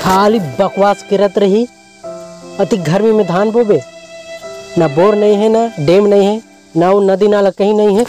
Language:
Chhattisgarhi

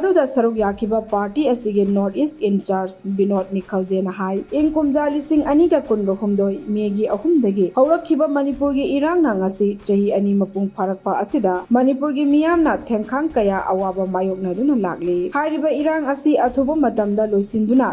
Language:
Manipuri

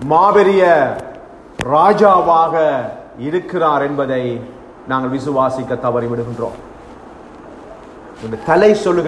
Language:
Tamil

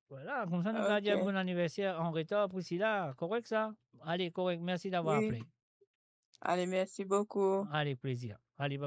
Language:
Morisyen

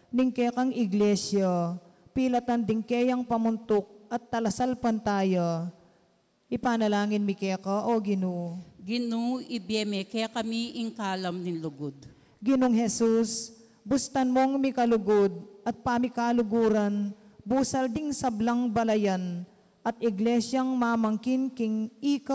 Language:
Pampanga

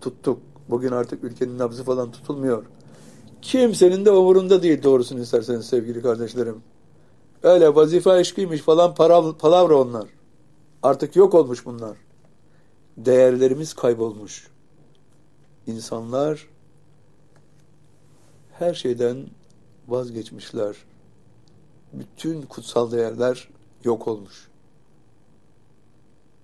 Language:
Turkish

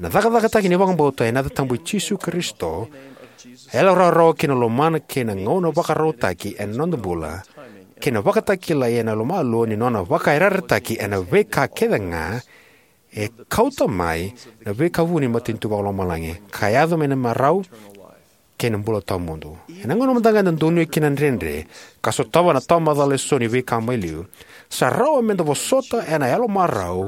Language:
Fijian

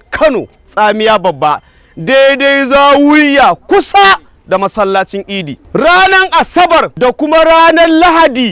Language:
Hausa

